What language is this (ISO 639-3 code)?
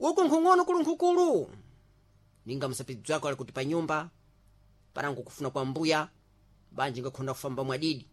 seh